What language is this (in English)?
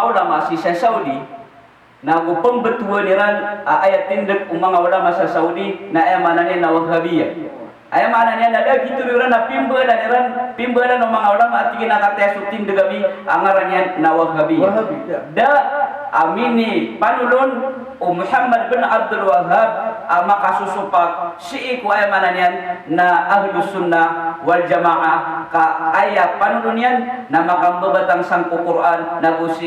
Maranao